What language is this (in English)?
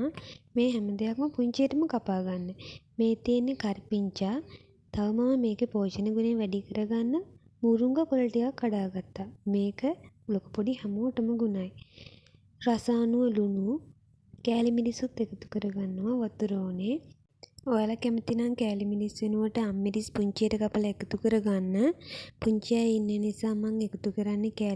Sinhala